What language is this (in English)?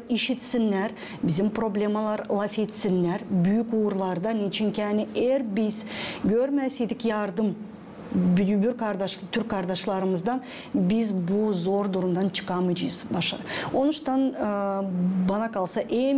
Gagauz